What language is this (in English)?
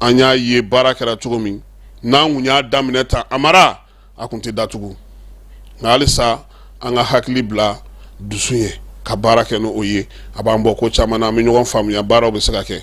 Bambara